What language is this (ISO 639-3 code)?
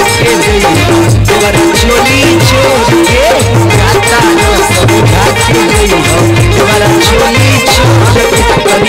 bho